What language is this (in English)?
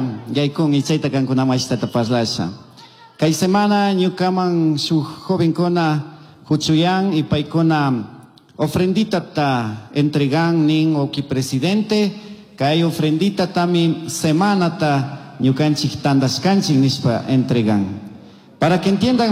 Chimborazo Highland Quichua